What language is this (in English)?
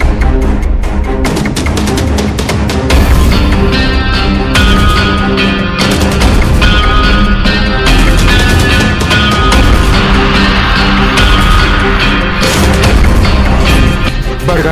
Konkani